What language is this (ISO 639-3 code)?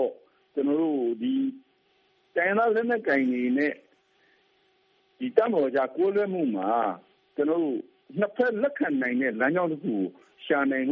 mya